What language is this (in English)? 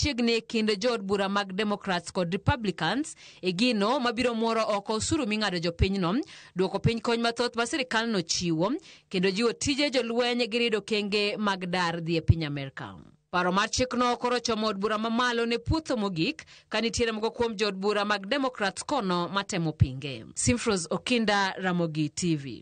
Luo (Kenya and Tanzania)